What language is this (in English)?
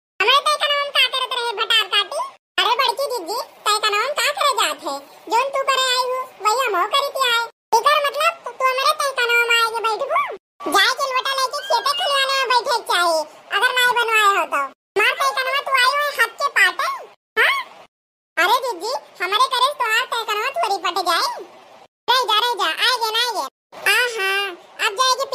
Awadhi